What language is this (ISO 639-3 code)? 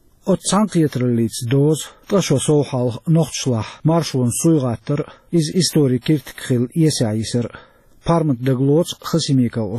che